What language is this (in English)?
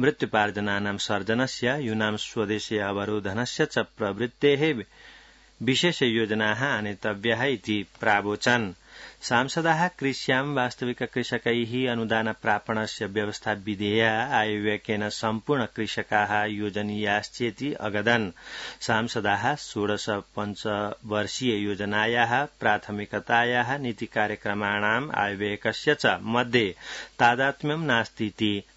Sanskrit